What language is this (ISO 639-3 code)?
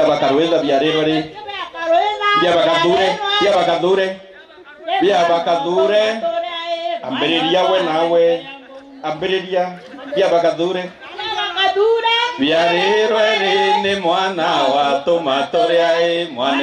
mer